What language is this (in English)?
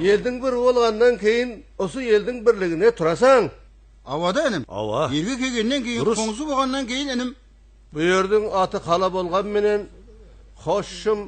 Kara-Kalpak